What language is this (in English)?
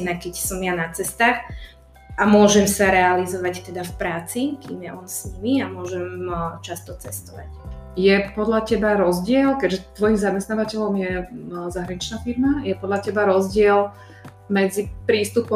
Slovak